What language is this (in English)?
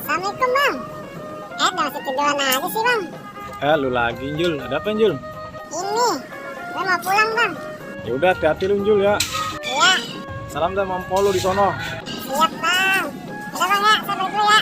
Betawi